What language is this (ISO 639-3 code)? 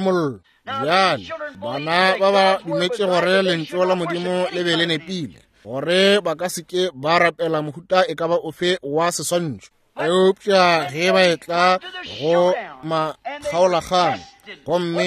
nso